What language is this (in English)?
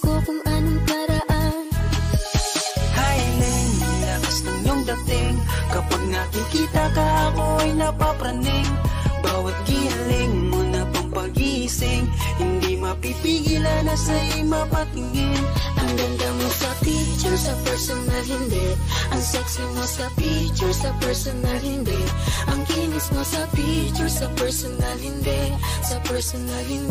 Filipino